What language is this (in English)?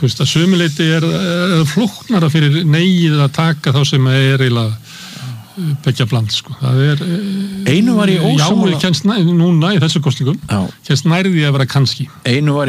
Icelandic